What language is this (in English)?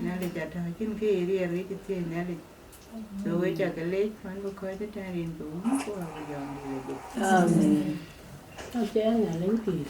Dinka